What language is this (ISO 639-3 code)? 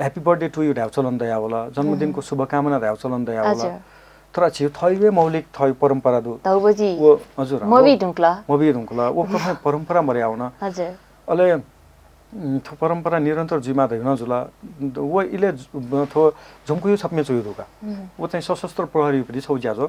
new